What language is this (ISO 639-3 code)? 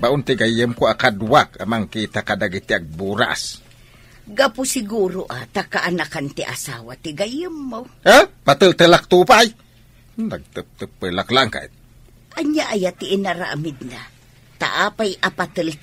ilo